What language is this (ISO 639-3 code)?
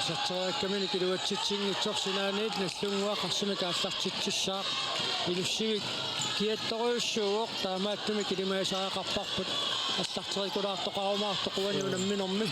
kal